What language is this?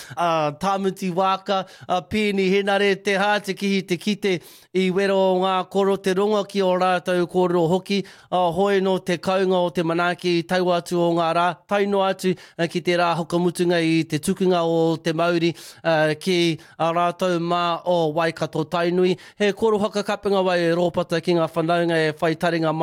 Māori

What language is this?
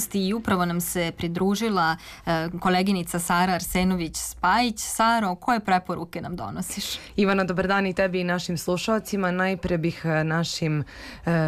Serbian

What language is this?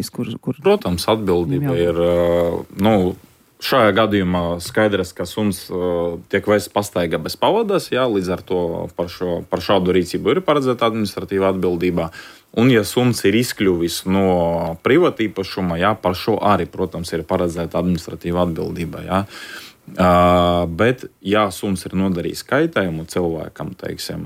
Latvian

